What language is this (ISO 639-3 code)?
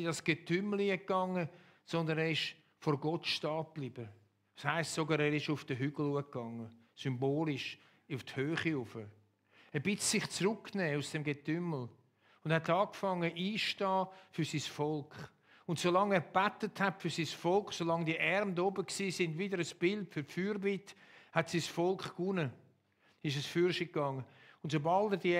gsw